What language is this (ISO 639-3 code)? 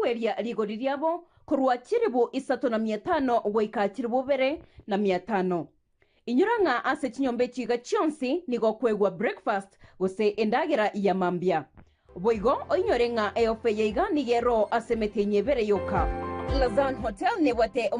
guz